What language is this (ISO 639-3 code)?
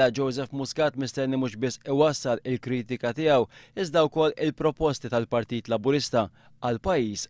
mlt